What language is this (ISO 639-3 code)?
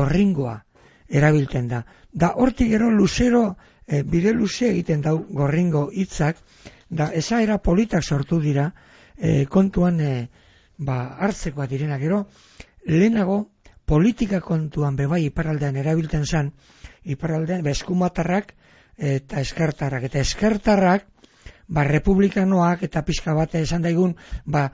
eus